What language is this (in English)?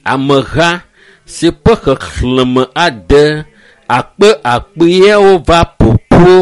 Ewe